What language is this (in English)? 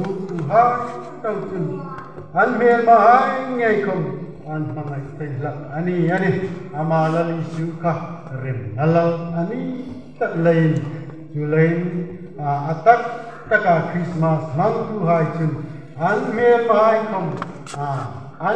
Hmar